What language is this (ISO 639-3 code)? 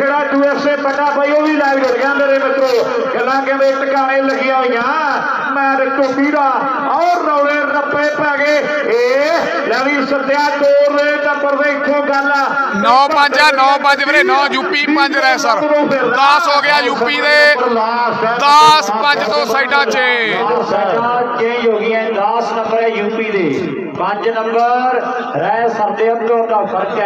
pan